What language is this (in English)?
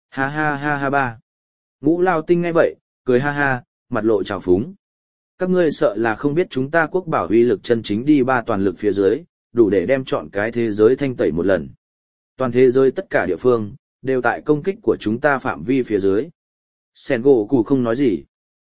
Vietnamese